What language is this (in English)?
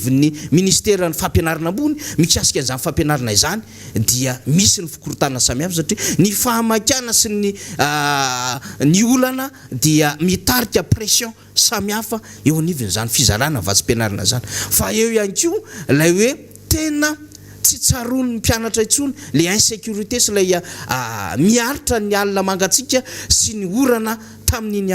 Malagasy